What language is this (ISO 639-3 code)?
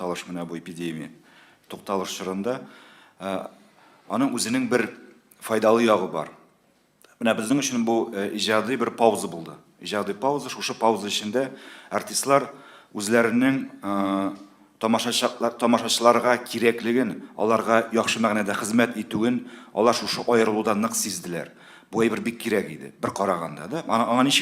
tat